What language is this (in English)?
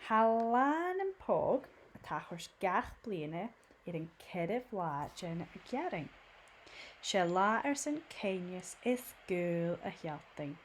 Scottish Gaelic